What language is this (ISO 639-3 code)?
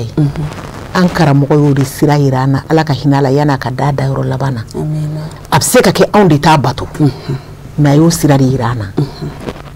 bam